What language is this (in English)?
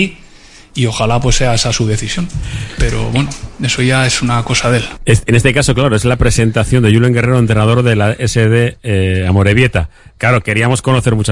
Spanish